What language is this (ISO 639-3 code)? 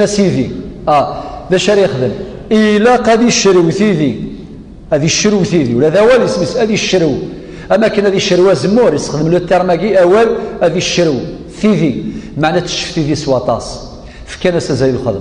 kab